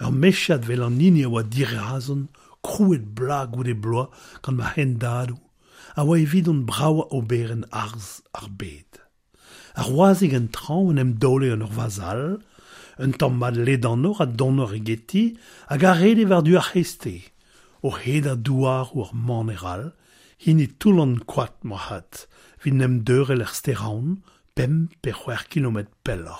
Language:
Breton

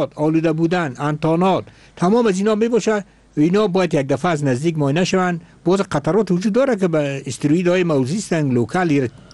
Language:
Persian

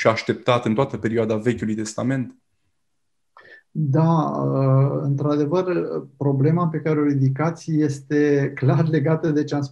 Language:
Romanian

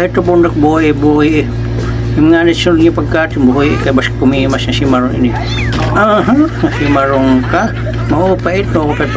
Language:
Waray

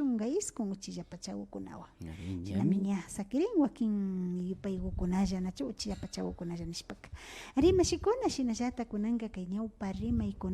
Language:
Imbabura Highland Quichua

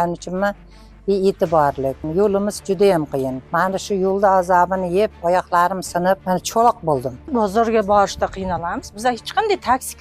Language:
Uzbek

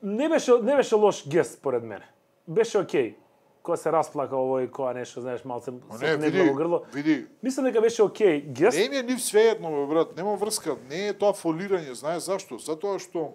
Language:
Macedonian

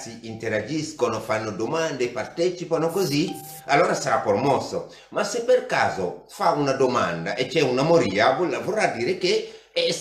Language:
Italian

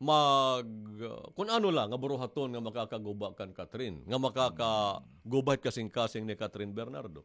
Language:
Waray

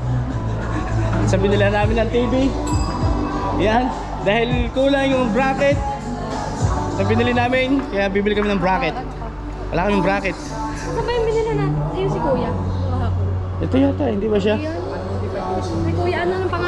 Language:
Filipino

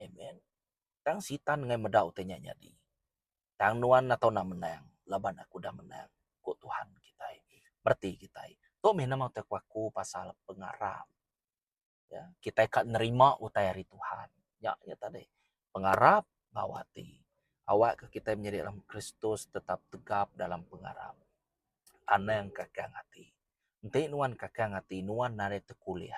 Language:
Iban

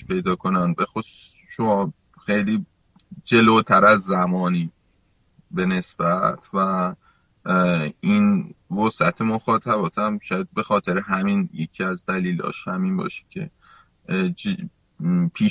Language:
Persian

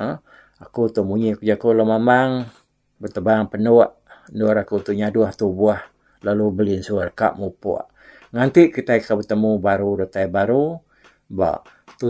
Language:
Iban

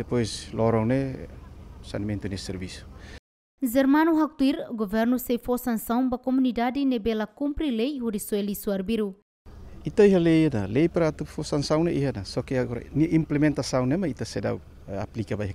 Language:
Tetum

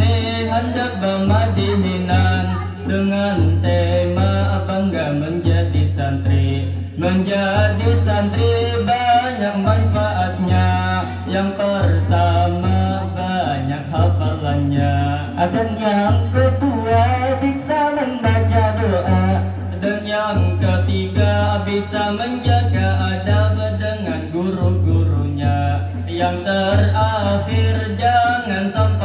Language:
Banjar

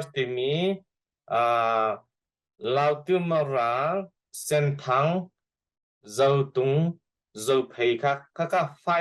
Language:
Hakha Chin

